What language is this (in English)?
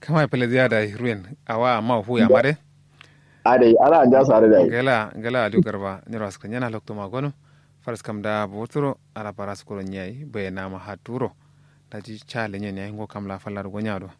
Kanuri